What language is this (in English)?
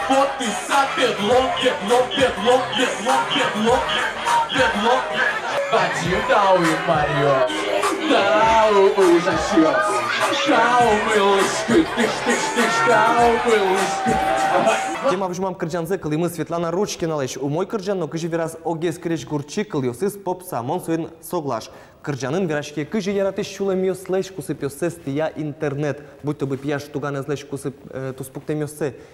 Udmurt